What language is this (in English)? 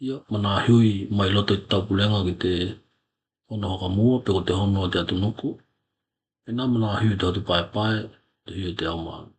Tokelau